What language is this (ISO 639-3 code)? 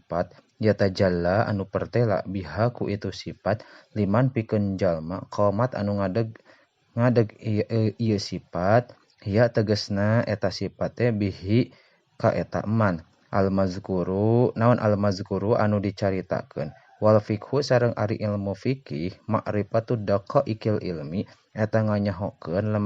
sun